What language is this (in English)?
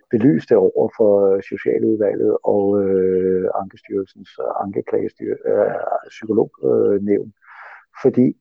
Danish